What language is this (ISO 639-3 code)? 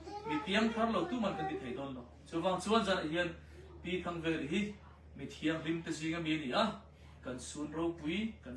lus